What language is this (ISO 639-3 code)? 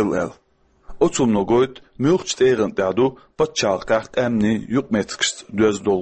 che